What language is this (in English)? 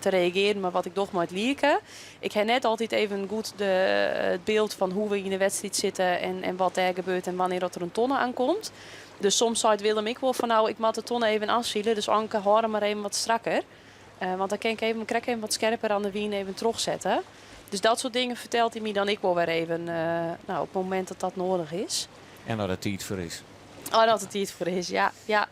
Western Frisian